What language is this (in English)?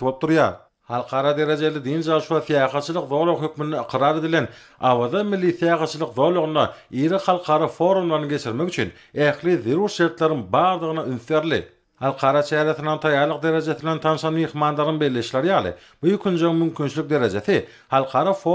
Turkmen